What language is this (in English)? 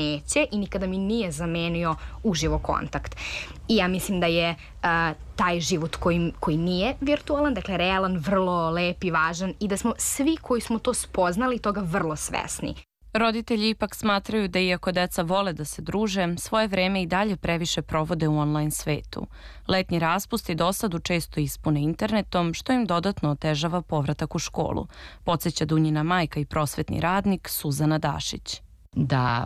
Serbian